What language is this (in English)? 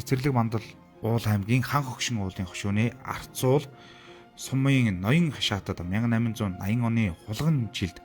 Mongolian